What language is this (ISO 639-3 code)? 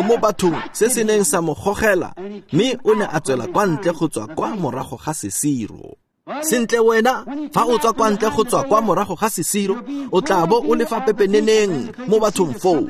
tsn